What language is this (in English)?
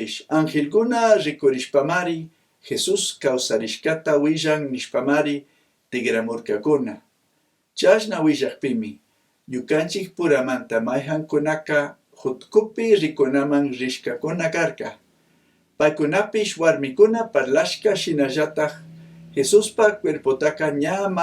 Chimborazo Highland Quichua